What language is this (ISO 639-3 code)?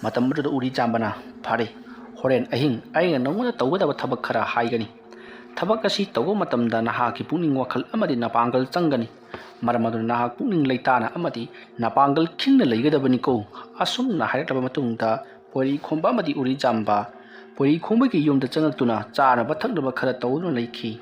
mni